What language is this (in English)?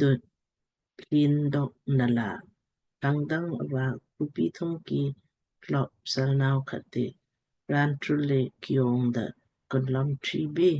Lamkang